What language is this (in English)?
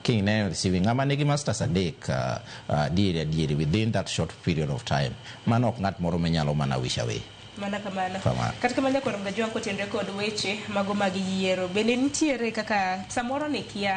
Luo (Kenya and Tanzania)